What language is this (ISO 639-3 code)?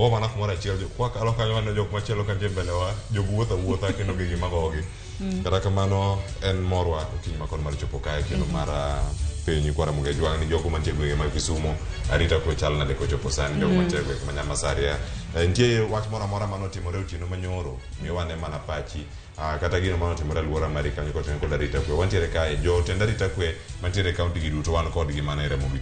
luo